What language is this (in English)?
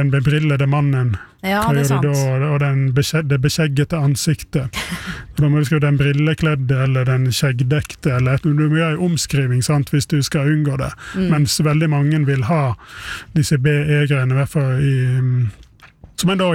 Norwegian